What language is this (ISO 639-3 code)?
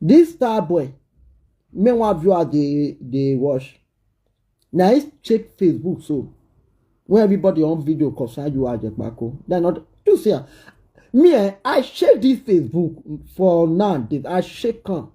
pcm